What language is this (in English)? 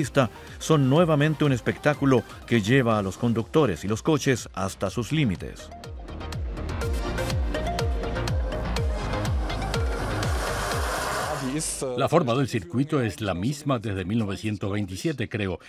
Spanish